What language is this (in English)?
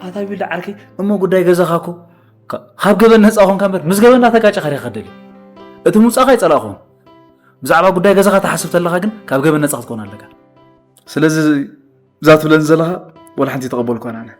Tigrinya